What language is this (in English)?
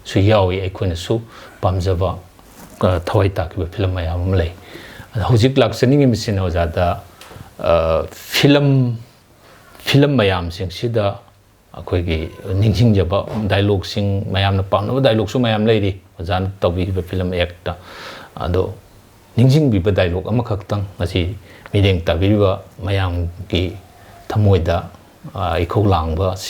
Manipuri